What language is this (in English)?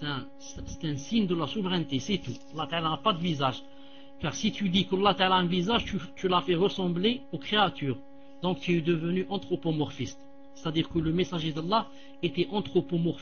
French